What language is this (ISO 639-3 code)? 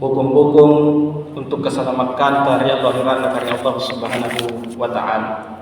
mak